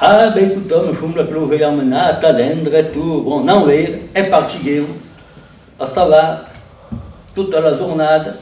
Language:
Occitan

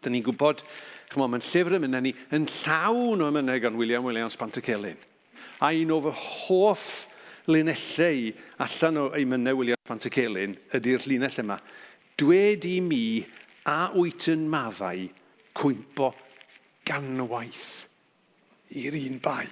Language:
Welsh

